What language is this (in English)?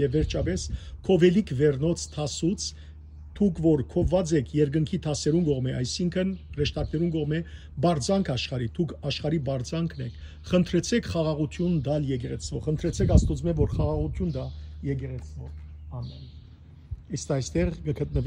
Western Armenian